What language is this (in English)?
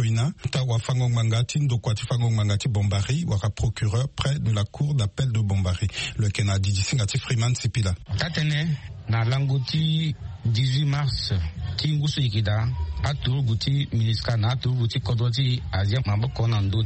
Sango